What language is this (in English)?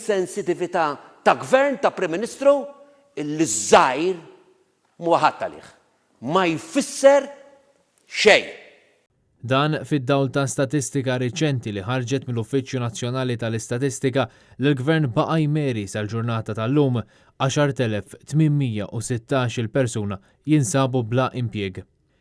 Maltese